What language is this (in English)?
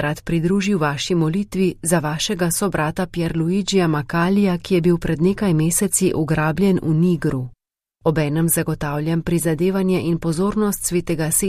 Slovenian